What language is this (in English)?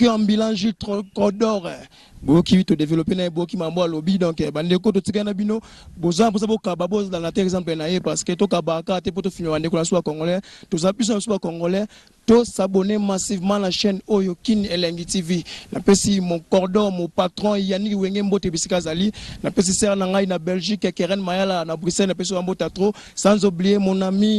Lingala